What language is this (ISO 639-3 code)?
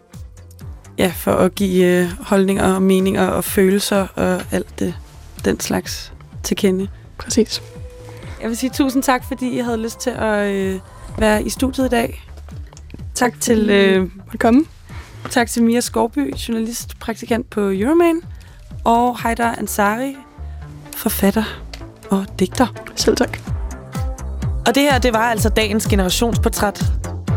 dan